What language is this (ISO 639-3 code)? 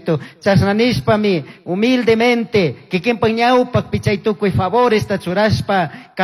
qug